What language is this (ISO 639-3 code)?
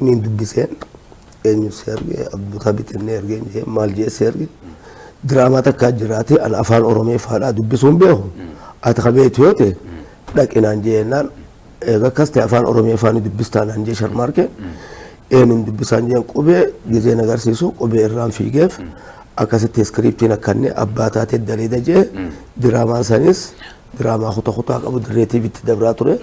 orm